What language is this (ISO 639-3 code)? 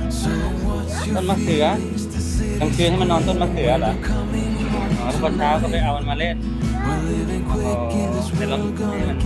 lao